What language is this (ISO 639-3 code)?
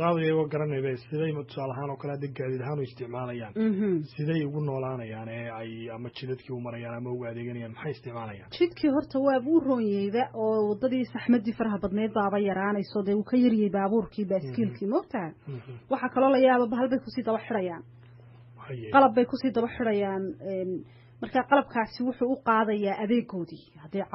som